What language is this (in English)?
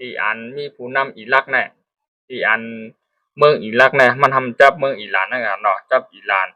Shan